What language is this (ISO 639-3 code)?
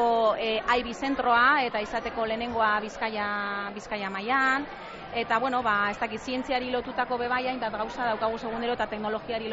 eus